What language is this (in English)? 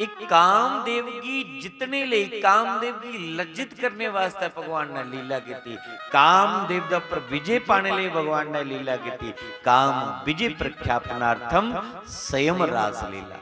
Dogri